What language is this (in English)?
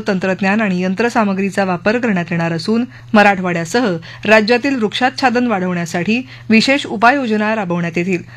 Marathi